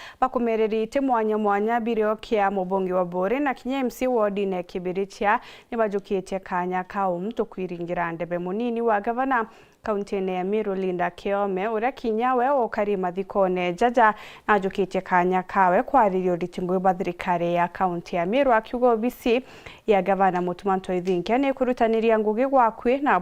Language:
Meru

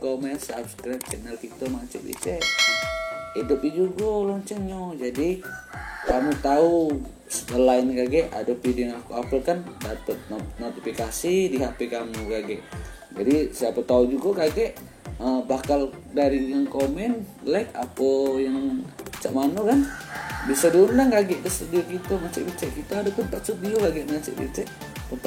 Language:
Musi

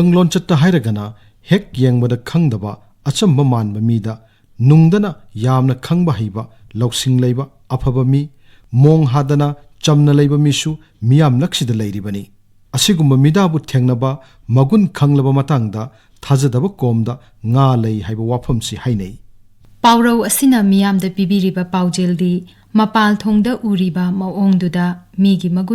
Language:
Manipuri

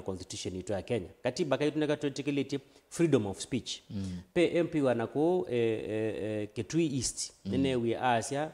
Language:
Kamba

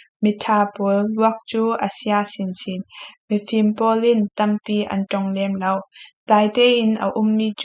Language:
Falam Chin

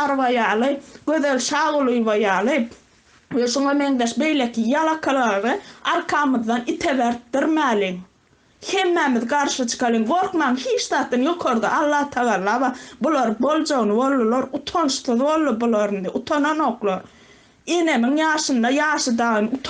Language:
Turkmen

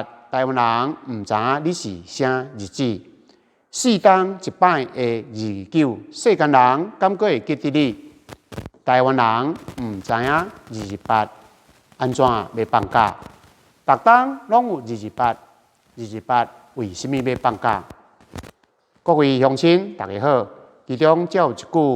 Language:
Min Nan Chinese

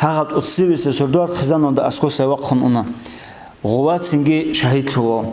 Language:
Avaric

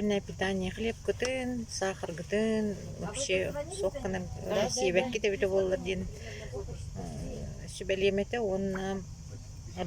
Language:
Yakut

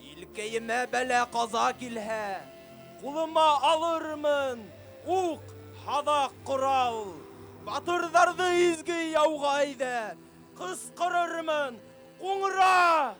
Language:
Bashkir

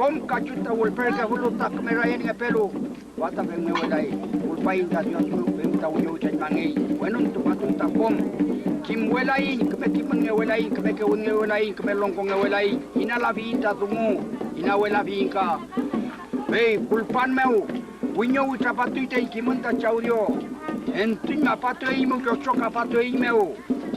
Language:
Mapuche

